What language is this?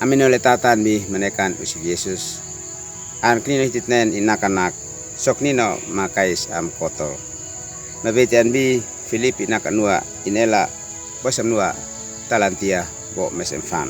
Uab Meto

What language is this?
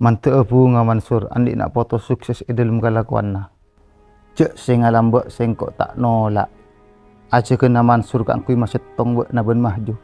Madurese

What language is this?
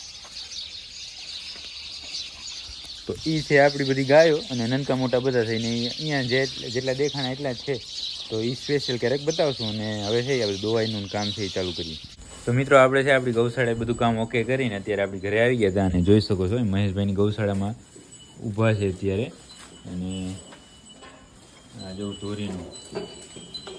Gujarati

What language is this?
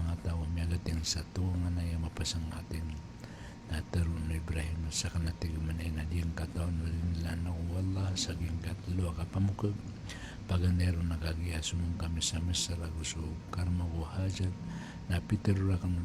Maranao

